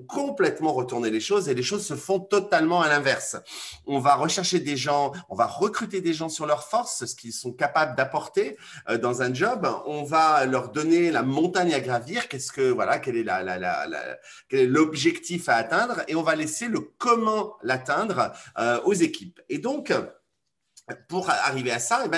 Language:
French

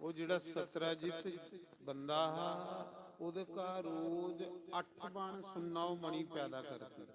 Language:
Dogri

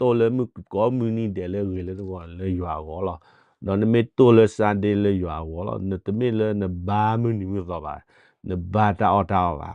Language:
S'gaw Karen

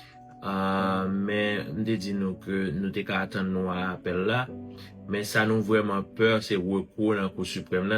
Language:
Haitian Creole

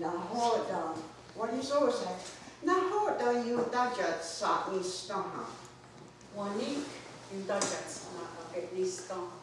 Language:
Mohawk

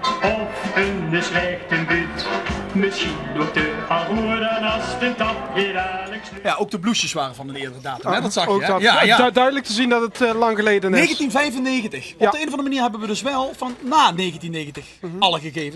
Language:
Limburgish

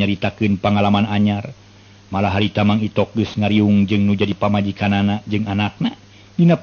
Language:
Sundanese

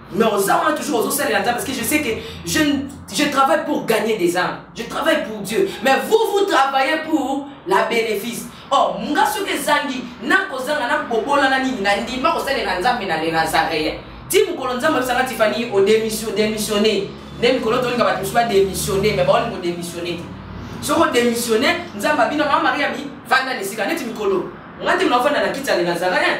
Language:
Lingala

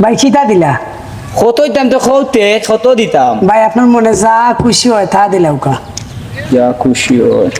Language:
Sylheti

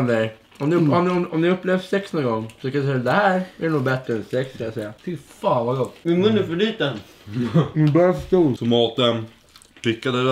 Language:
Swedish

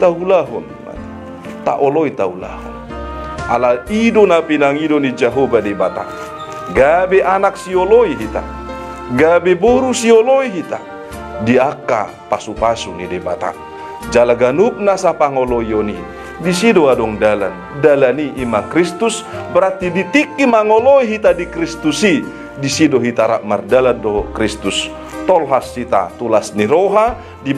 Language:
Batak Toba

